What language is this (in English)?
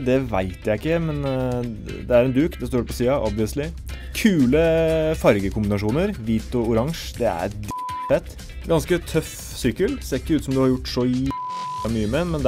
Norwegian